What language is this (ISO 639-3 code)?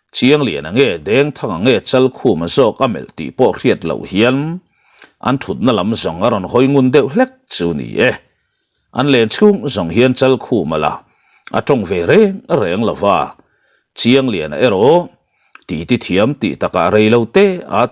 lus